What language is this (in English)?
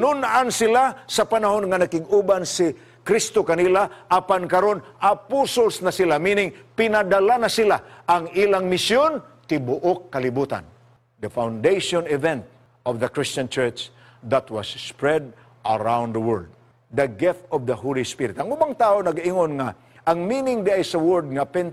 Cebuano